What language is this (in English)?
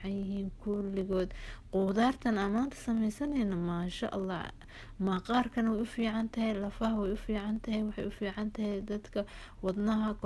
Somali